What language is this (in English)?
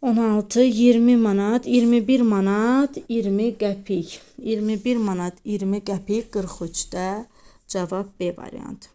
Azerbaijani